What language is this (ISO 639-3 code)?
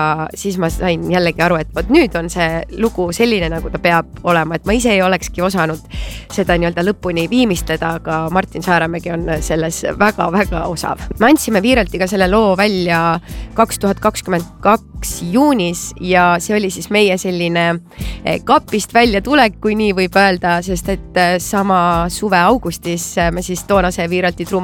est